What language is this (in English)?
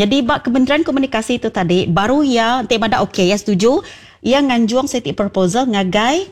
Iban